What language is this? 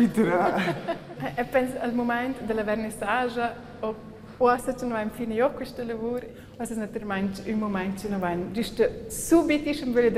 Romansh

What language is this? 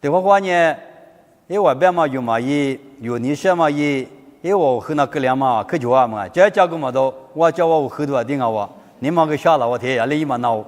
Lisu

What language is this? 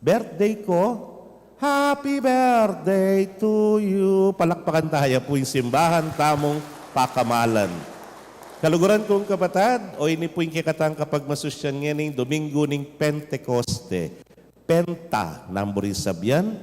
Pampanga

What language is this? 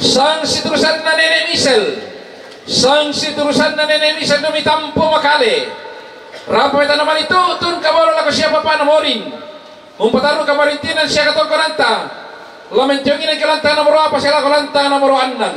Toraja-Sa'dan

